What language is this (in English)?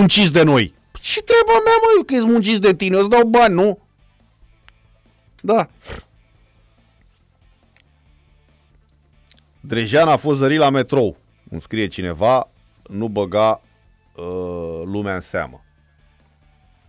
Romanian